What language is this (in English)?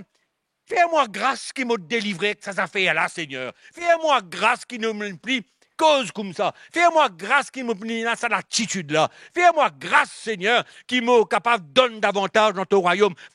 Morisyen